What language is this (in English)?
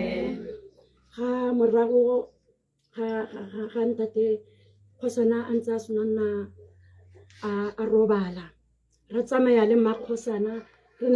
Tswana